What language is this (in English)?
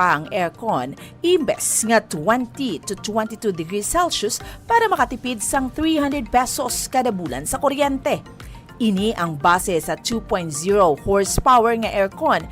Hiligaynon